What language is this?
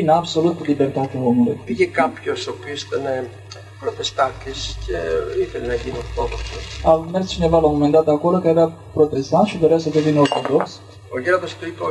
Romanian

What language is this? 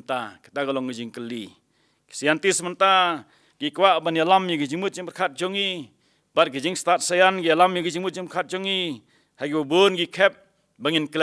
Khasi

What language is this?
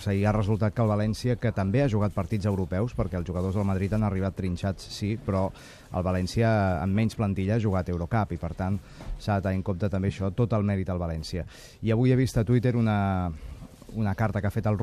Catalan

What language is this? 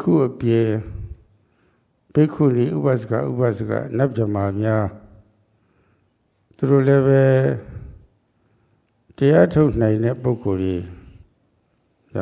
Burmese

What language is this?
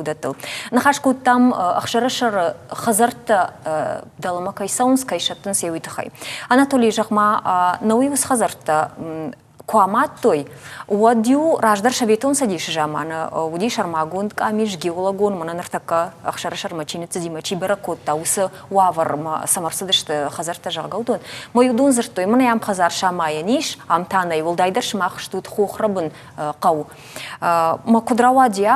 Ossetic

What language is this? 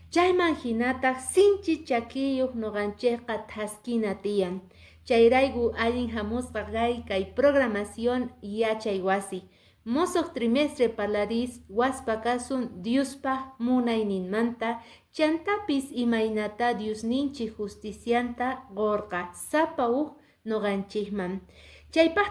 Quechua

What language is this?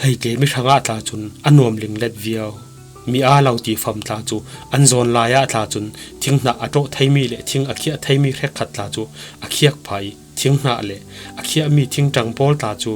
Falam Chin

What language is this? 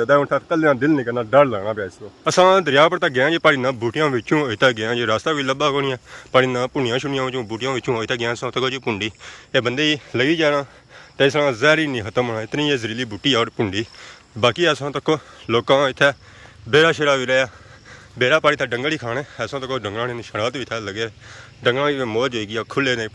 Pahari-Potwari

